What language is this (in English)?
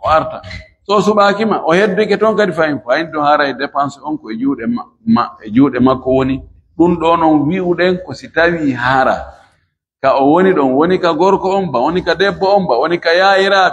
Fula